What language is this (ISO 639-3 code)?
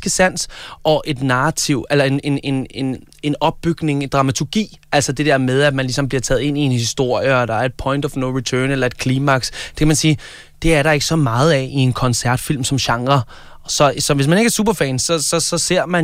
dan